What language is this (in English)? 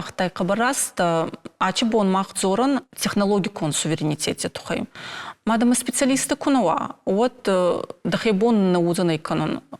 Ossetic